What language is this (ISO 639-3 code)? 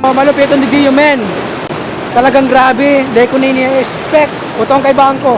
bik